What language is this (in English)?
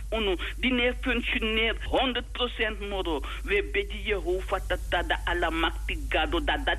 Sranan Tongo